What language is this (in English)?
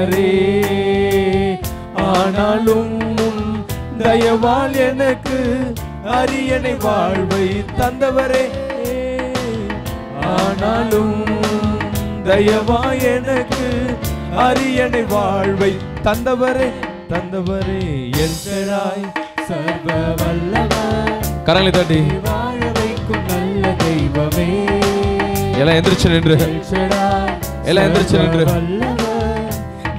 Tamil